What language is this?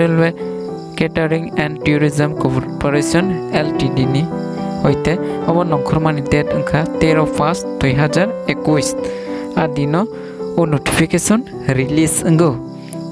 Kok Borok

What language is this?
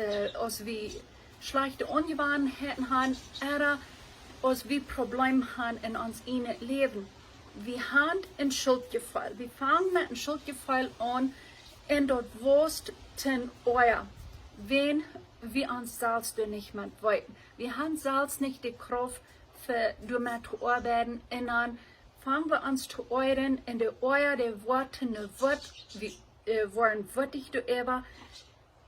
Plautdietsch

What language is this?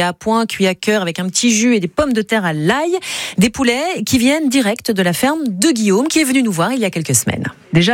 French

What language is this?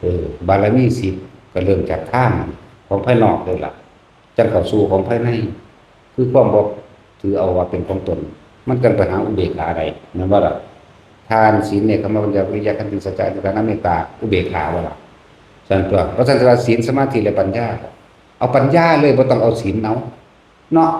Northeastern Thai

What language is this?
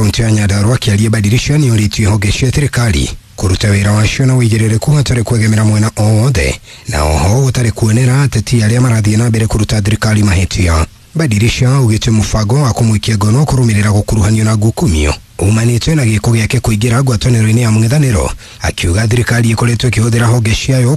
Kikuyu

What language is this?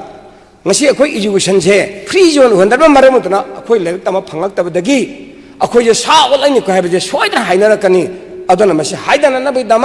Manipuri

